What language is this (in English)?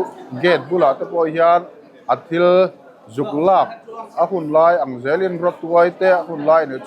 Mizo